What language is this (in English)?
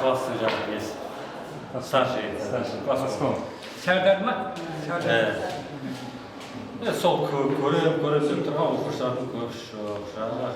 Kara-Kalpak